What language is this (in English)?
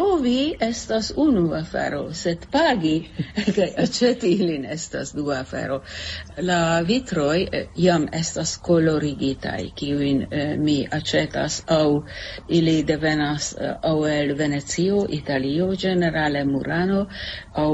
Esperanto